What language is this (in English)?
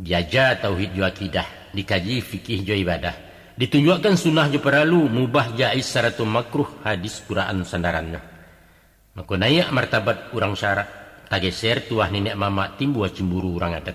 Minangkabau